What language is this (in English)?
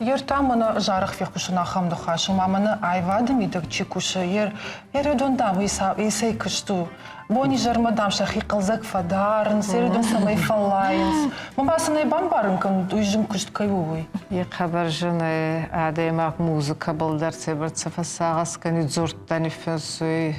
Ossetic